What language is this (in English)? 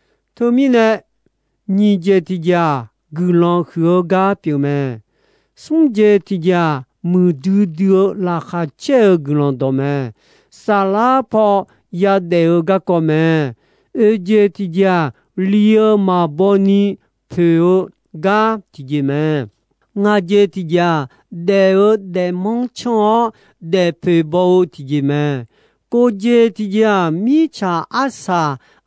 Akha